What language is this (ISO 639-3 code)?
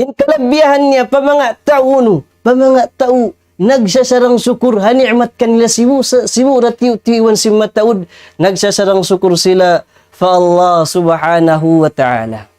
tsg